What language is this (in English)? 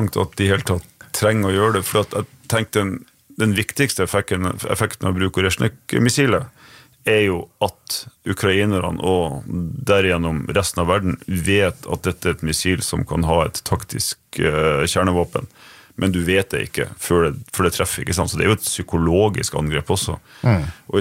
Norwegian